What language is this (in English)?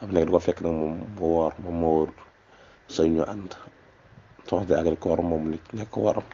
Wolof